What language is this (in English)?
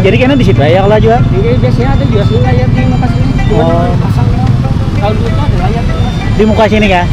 Banjar